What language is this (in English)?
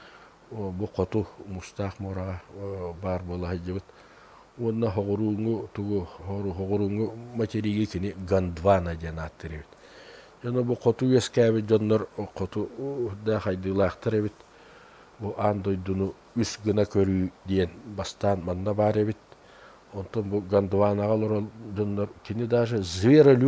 Yakut